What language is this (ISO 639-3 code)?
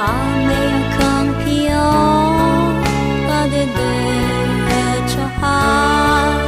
ahk